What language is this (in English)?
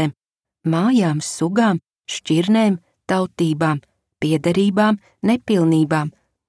Latvian